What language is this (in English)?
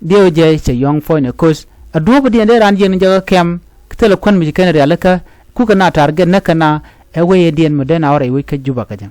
Nuer